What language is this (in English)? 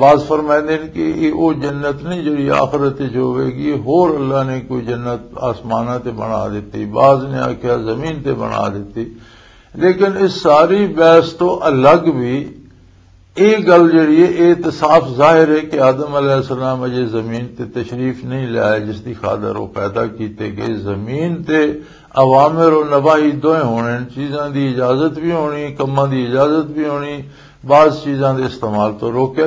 Western Panjabi